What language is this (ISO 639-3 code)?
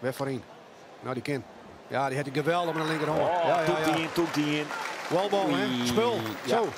fry